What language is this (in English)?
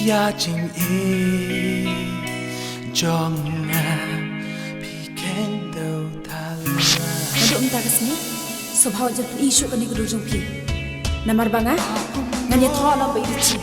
Khasi